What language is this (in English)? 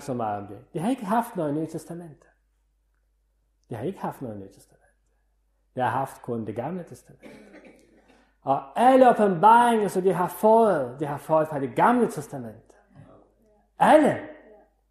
Danish